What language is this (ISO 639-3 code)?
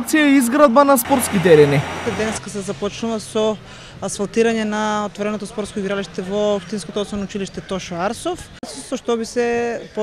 mkd